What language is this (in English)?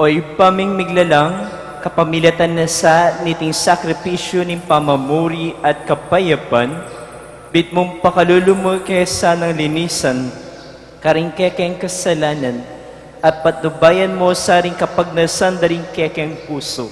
Pampanga